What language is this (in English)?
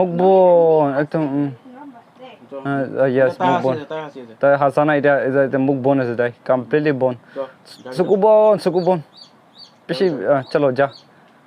Naga Pidgin